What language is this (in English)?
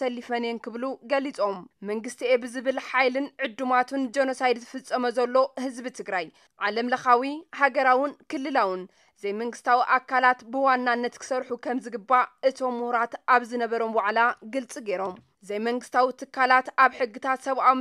Tigrinya